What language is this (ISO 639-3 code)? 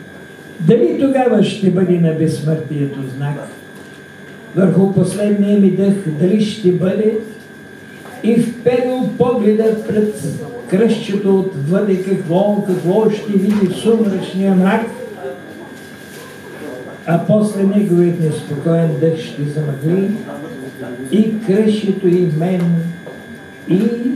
bul